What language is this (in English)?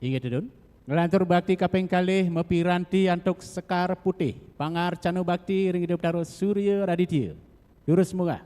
Balinese